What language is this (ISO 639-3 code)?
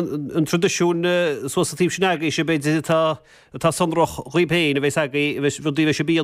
gle